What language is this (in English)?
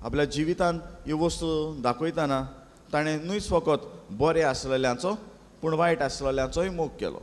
Konkani